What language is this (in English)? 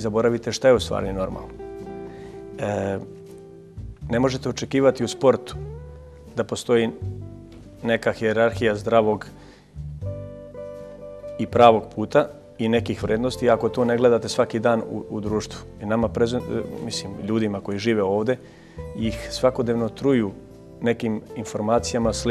Serbian